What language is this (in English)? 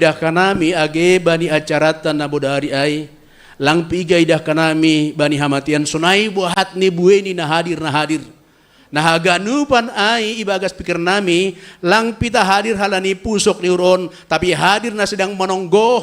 Batak Simalungun